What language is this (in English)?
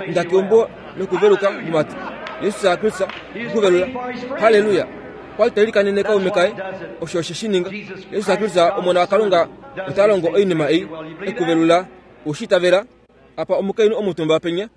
Kuanyama